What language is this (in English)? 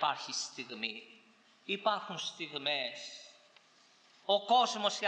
Greek